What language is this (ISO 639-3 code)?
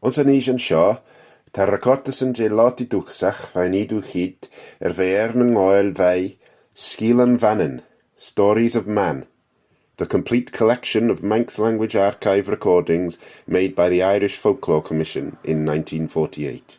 glv